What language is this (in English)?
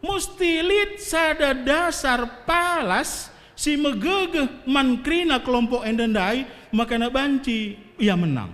Batak Karo